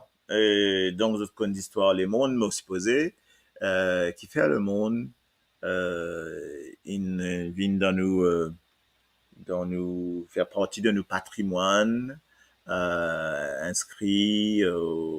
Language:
Morisyen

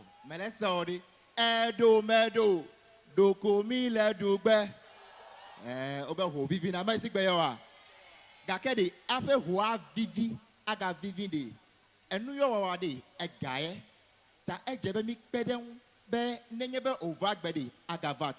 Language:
Ewe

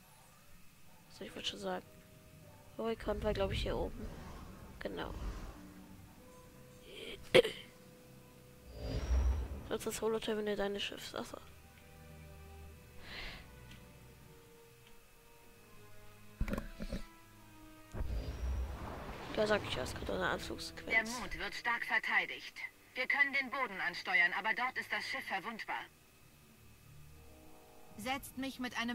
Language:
German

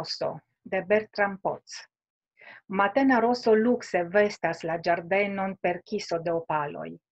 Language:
Esperanto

